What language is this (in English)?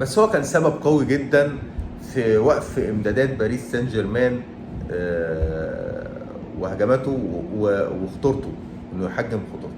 Egyptian Arabic